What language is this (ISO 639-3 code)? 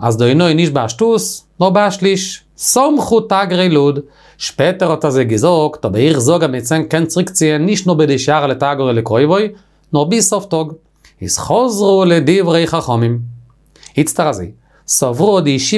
yid